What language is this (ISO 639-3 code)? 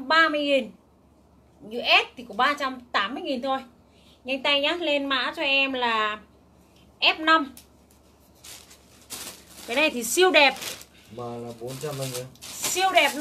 vie